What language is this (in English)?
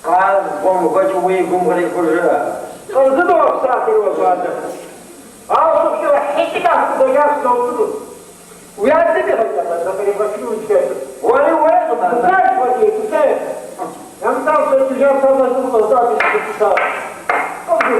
Kabardian